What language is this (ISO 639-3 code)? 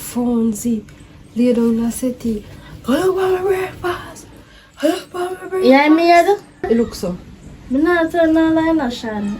jam